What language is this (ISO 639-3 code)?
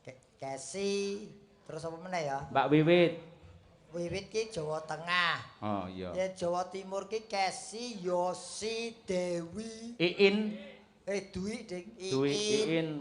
jav